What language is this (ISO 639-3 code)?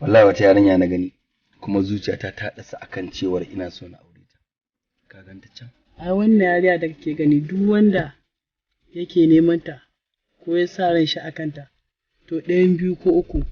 hau